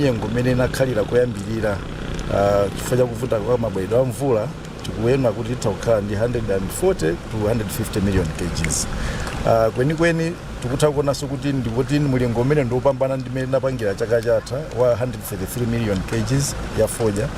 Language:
Nyanja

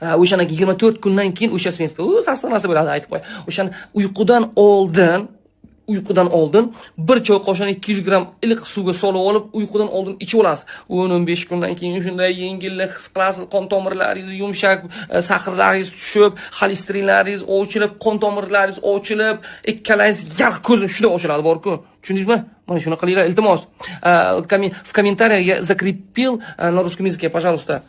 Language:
Uzbek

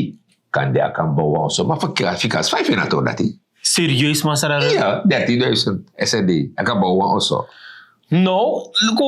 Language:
Sranan Tongo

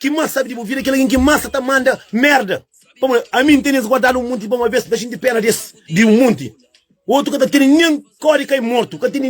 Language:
Kabuverdianu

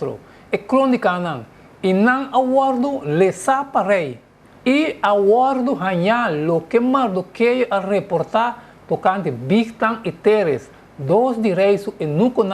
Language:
Papiamento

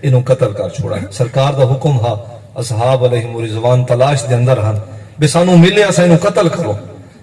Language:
Saraiki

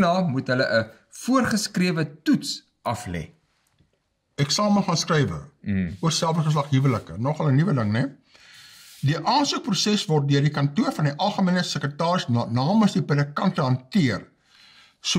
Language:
Afrikaans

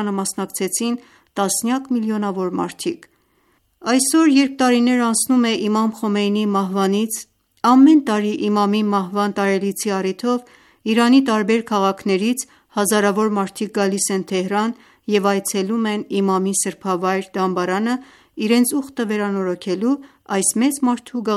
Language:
Armenian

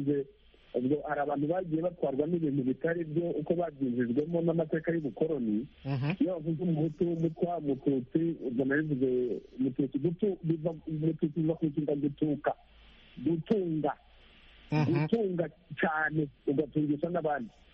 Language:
Kinyarwanda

